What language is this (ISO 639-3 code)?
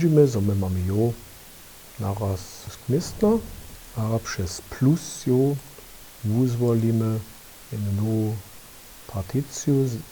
hsb